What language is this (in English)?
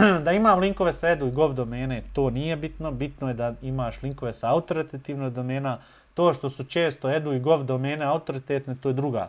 Bosnian